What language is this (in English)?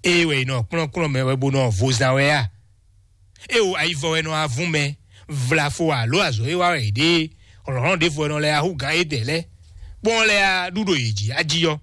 Fon